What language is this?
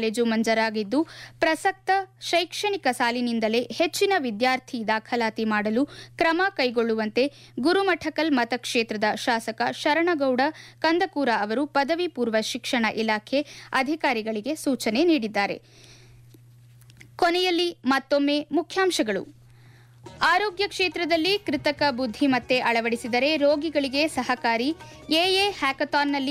Kannada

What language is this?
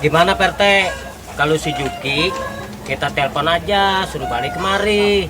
Betawi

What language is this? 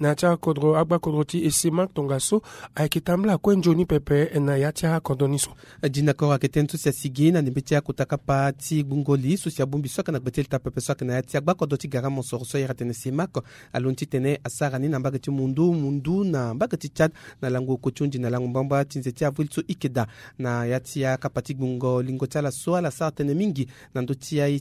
Sango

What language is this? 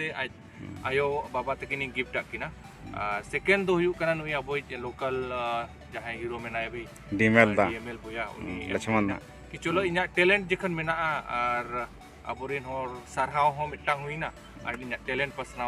Santali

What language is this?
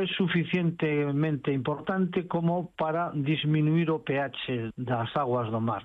Galician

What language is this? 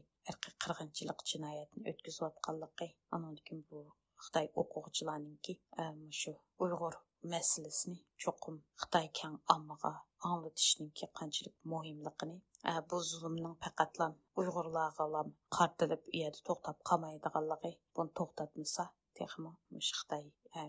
Uyghur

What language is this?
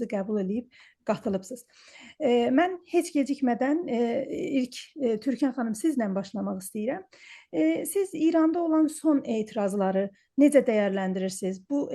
South Azerbaijani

